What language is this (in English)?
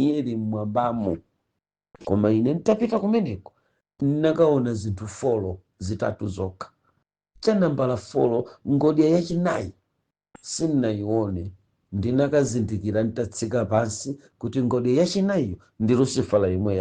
Nyanja